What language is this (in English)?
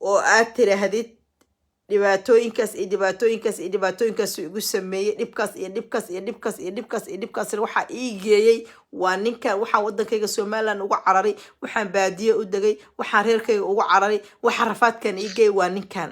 Somali